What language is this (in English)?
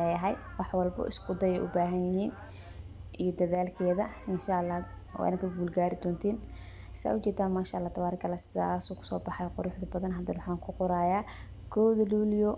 Somali